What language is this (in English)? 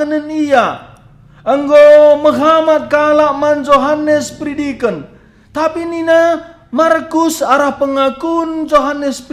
Batak Karo